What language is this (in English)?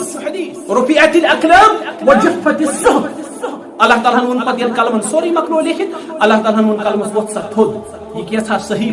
Kashmiri